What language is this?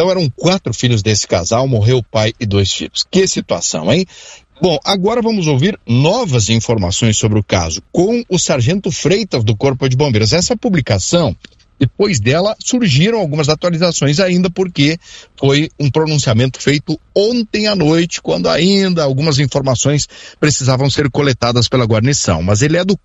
Portuguese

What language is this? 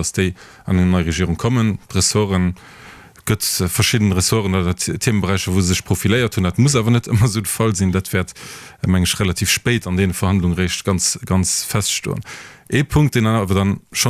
Luxembourgish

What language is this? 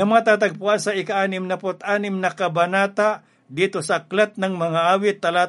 Filipino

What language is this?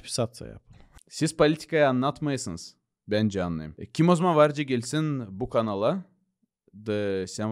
Gagauz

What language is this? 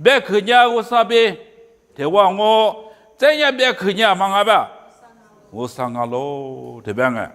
Lisu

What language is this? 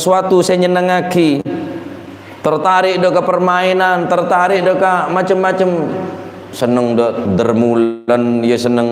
Madurese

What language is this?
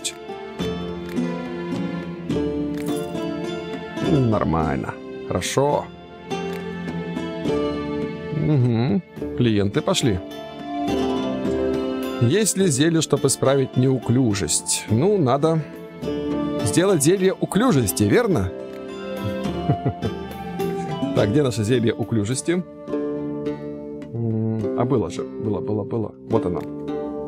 Russian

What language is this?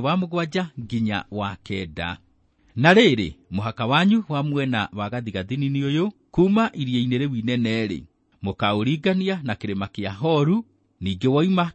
Kikuyu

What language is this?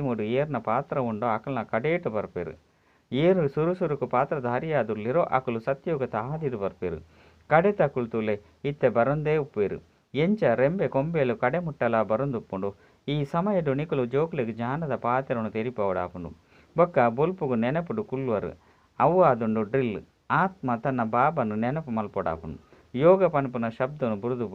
Tulu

